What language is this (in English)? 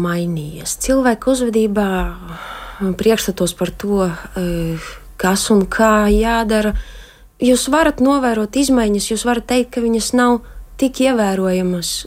Latvian